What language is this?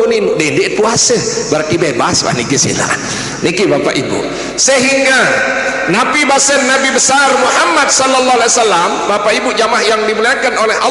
Sasak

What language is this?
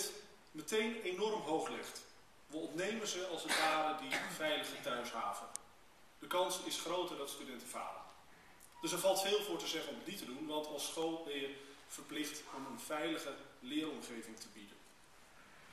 Dutch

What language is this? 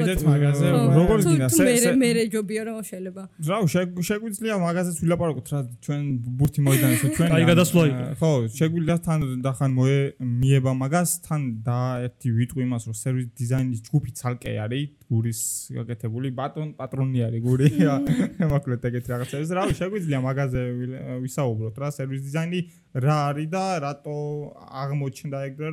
Georgian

